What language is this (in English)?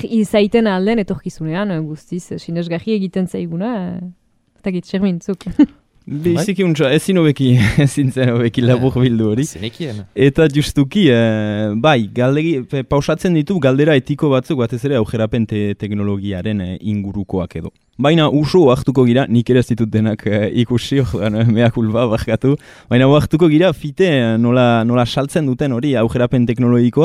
Basque